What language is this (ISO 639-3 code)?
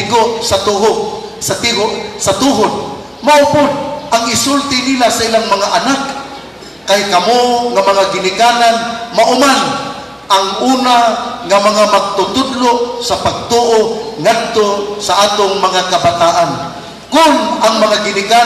ceb